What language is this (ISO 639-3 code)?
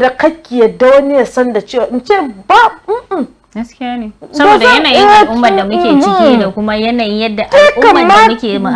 hau